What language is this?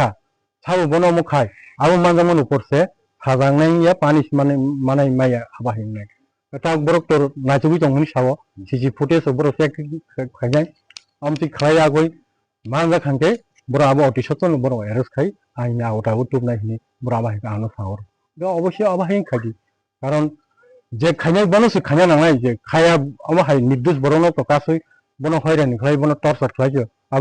Kok Borok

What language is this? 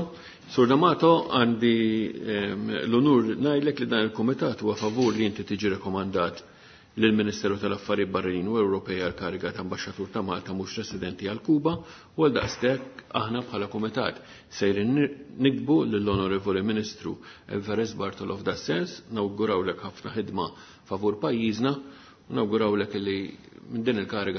Maltese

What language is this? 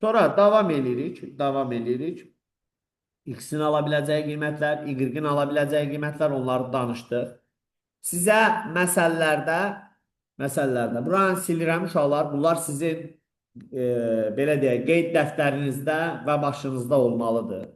Azerbaijani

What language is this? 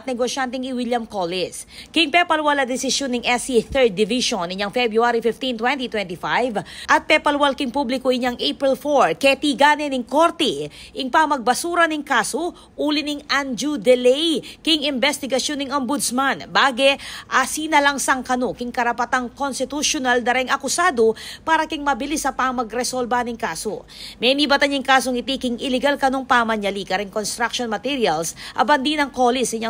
Pampanga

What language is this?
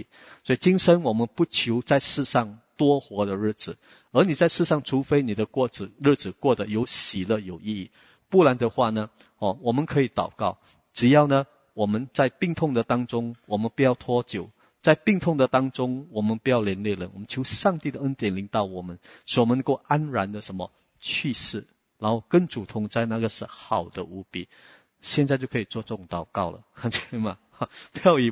Chinese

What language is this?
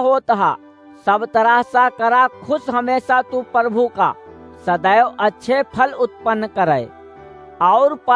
Awadhi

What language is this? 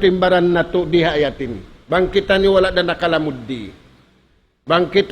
Tausug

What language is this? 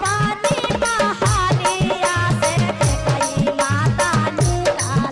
Magahi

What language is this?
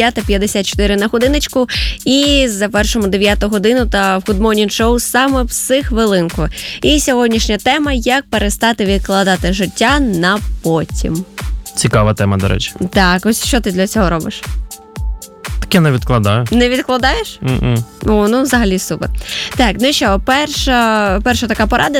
Ukrainian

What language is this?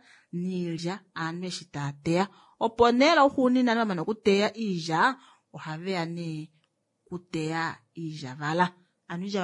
Kuanyama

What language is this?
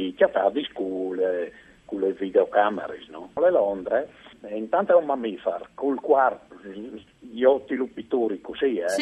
Friulian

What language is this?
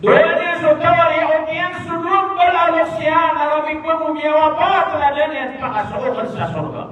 Maranao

